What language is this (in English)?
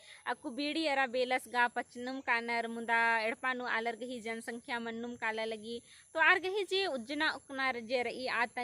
Kurukh